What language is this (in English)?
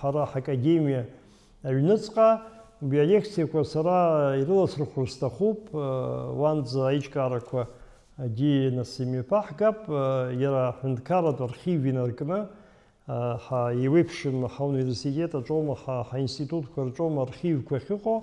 Abkhazian